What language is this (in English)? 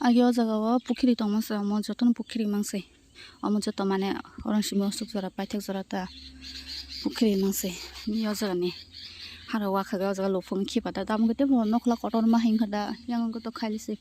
Kok Borok